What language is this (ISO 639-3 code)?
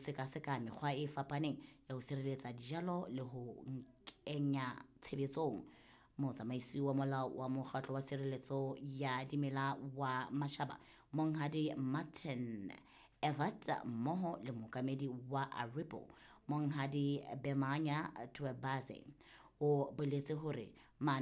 sot